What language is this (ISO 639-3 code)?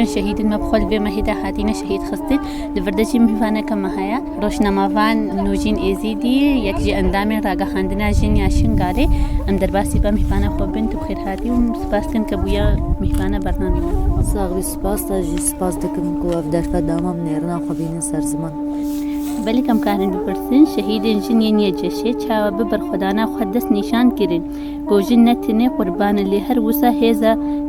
kur